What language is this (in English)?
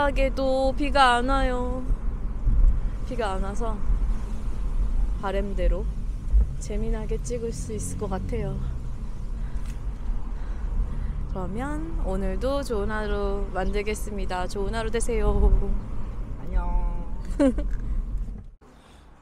Korean